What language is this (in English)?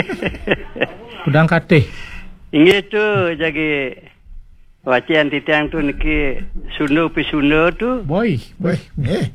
Balinese